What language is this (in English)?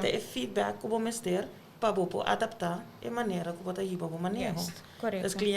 Papiamento